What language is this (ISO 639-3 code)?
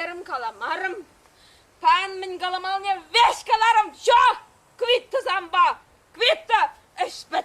chv